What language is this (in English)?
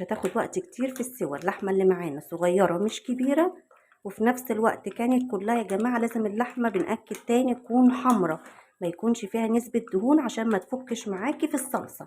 Egyptian Arabic